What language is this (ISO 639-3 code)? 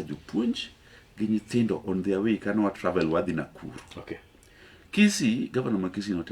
luo